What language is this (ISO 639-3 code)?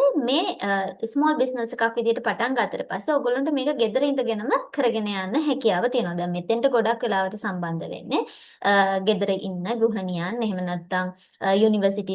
sin